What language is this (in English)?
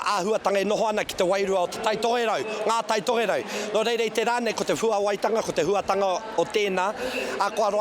Māori